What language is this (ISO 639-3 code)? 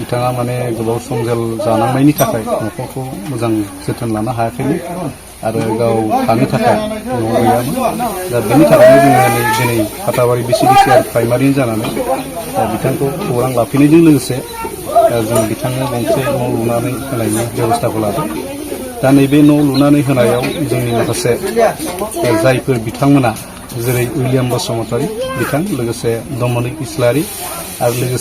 brx